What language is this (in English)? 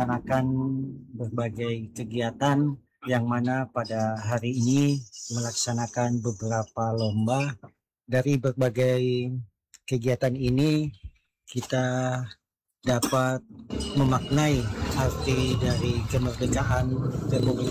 Indonesian